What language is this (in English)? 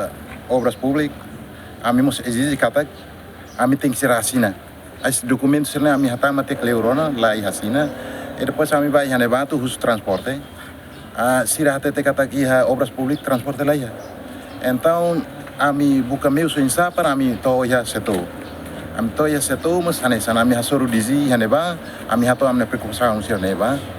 Tetum